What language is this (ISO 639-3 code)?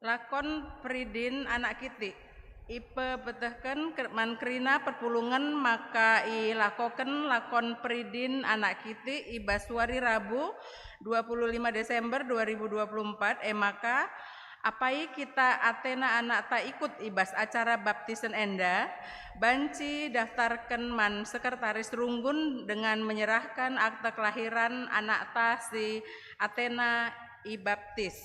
btx